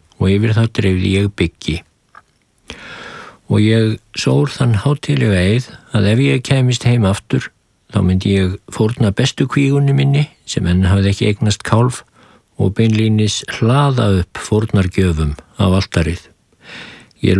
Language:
Icelandic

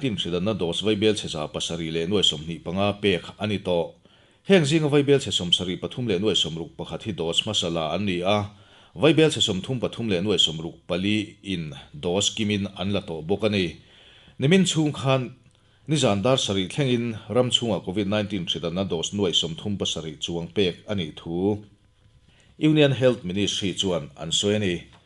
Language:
Mizo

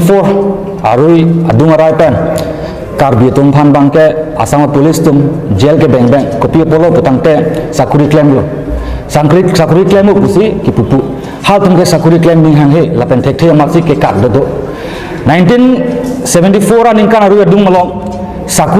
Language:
Karbi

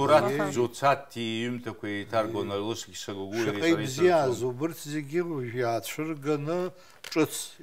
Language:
Abkhazian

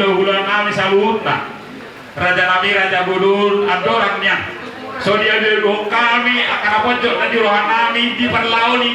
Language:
Batak Toba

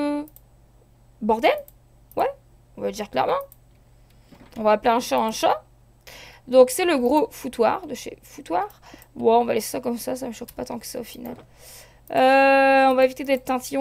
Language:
French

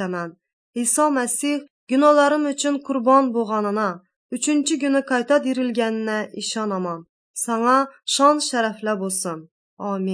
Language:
Uyghur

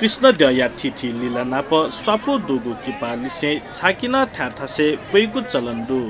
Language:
Newari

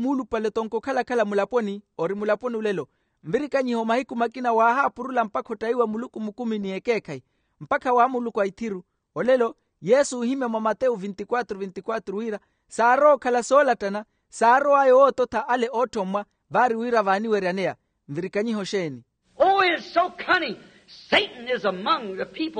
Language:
Makhuwa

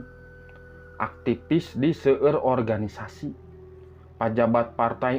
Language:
Sundanese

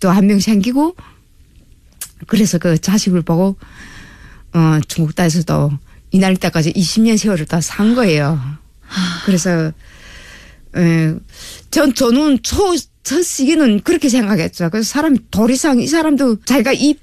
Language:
Korean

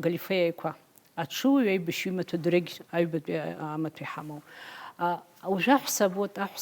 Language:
Abkhazian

